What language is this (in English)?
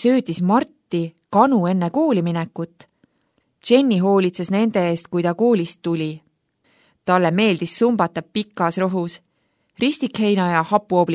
Estonian